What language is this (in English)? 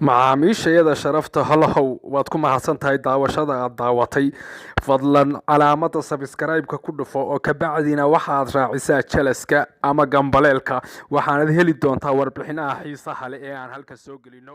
Somali